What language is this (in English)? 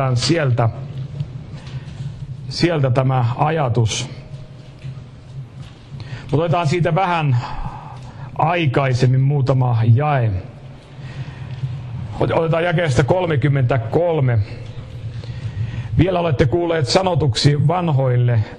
Finnish